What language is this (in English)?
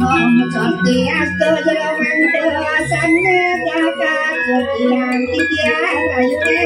Balinese